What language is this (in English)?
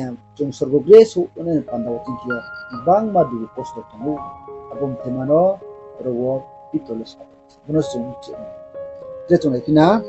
Riang (India)